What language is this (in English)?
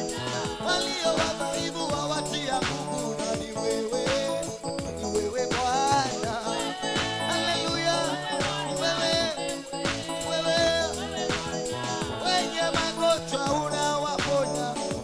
Swahili